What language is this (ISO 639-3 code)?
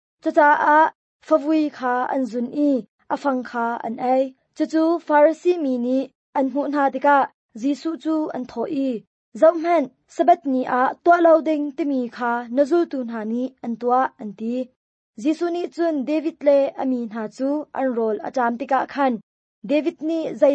cnh